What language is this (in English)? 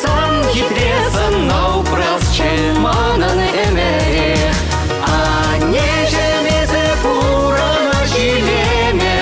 Chuvash